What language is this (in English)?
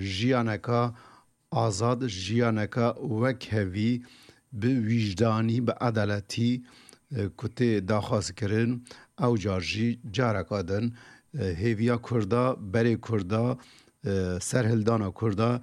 Kurdish